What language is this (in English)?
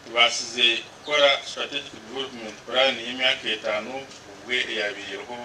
Nyankole